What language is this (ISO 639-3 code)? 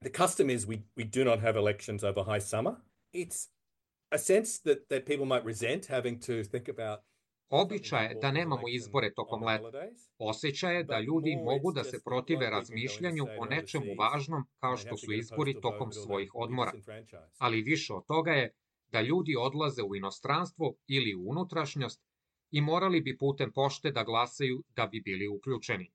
srp